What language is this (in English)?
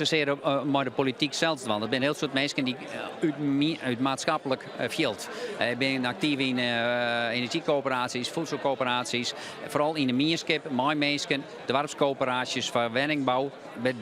Western Frisian